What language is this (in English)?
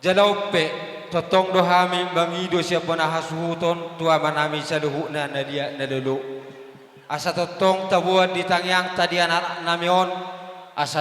Batak Toba